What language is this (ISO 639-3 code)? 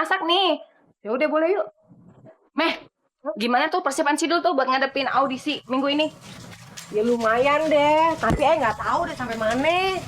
bew